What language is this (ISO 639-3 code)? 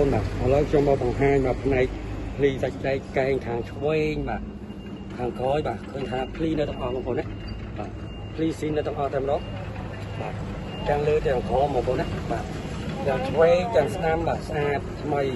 khm